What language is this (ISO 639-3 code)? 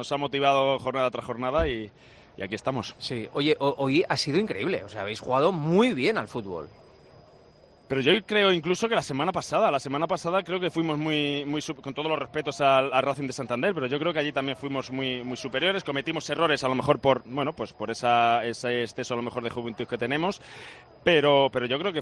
spa